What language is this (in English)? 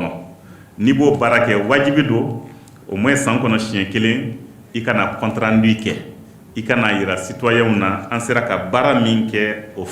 Bambara